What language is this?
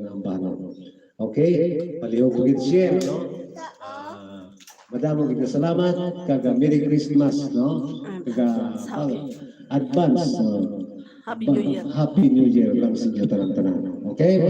Hiligaynon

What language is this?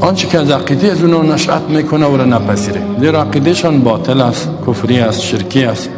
Persian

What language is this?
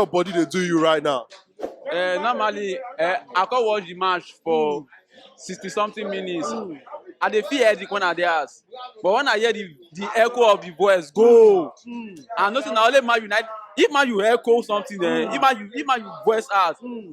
Nigerian Pidgin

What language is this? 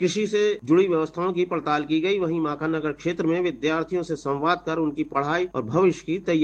Hindi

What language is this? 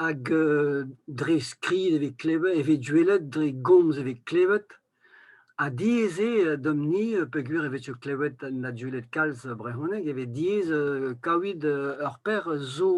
Breton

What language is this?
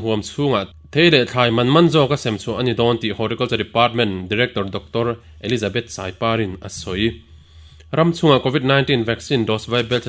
Mizo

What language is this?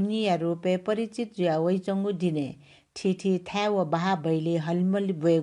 Newari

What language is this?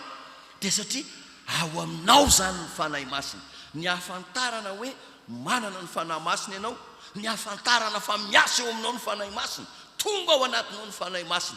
Malagasy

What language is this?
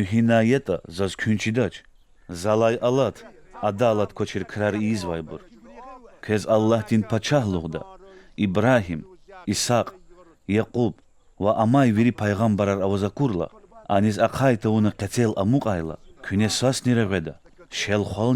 Lezghian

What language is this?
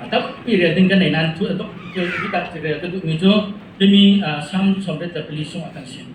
Hakha Chin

